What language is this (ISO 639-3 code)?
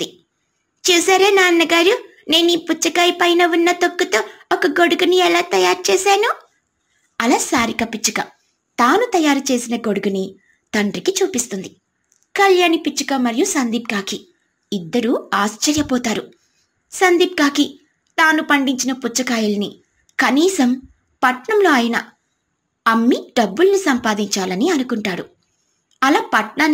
tel